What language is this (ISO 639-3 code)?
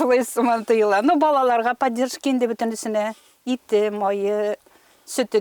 tat